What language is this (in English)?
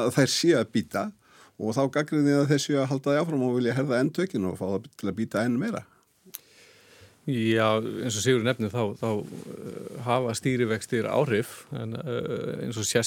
Icelandic